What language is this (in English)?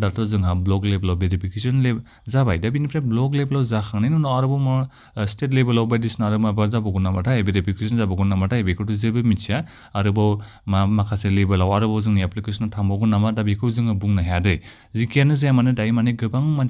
Bodo